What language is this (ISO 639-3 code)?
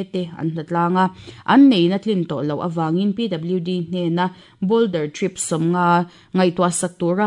lus